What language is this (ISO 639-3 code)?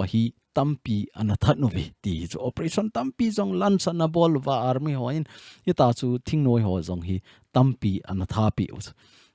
tcz